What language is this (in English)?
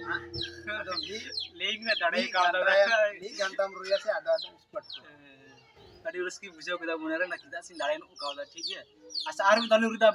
Santali